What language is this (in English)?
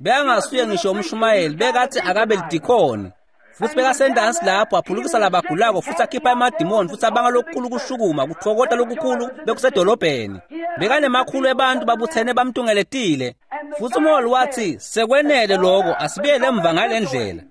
Swati